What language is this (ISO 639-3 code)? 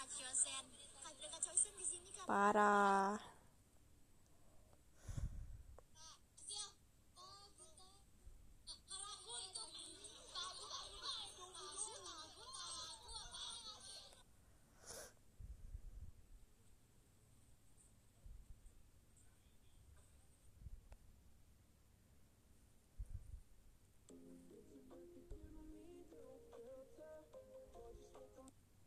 ind